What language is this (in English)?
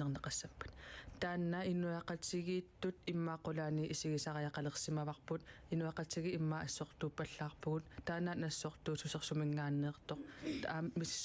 Kalaallisut